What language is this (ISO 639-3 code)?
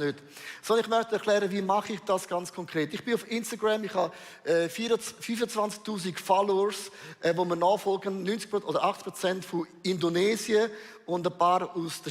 gsw